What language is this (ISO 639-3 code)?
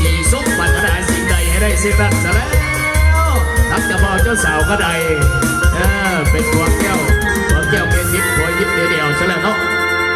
lao